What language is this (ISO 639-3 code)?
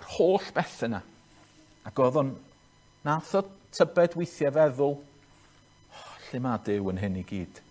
cym